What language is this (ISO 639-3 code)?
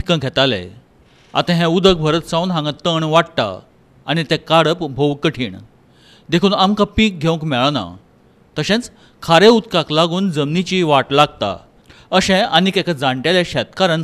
kok